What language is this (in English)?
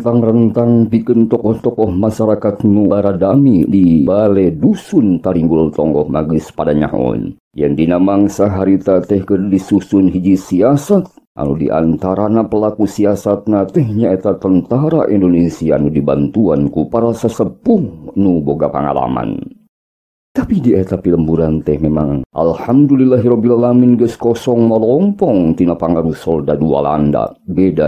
Sundanese